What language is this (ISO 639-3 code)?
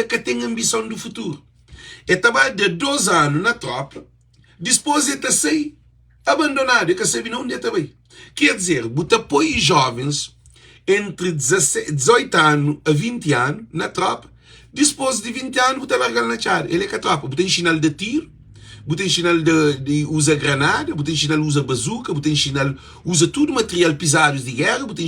kea